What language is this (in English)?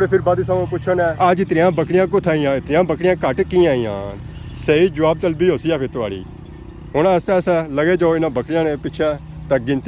Pahari-Potwari